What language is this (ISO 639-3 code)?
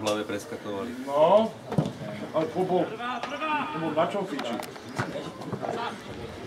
slk